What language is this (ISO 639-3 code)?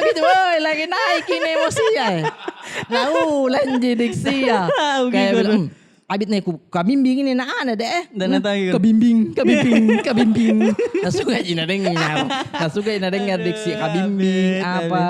mfp